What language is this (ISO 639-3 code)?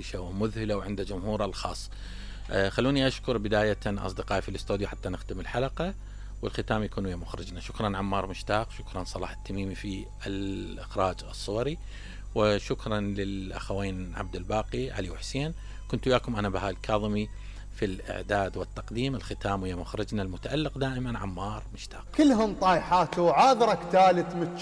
acm